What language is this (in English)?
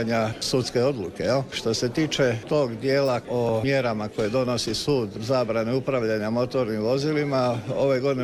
Croatian